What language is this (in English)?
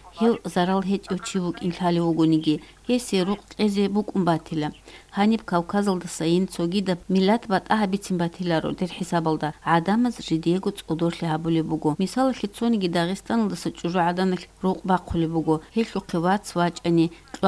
Avaric